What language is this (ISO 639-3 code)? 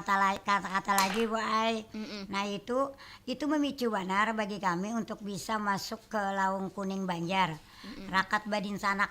bjn